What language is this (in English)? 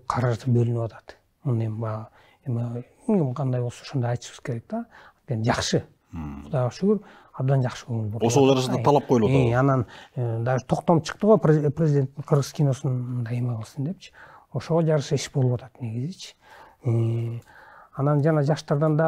Kyrgyz